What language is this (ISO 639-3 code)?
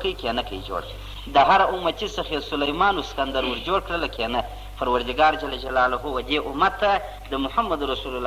pus